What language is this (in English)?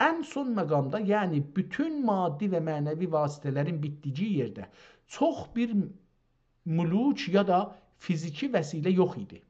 South Azerbaijani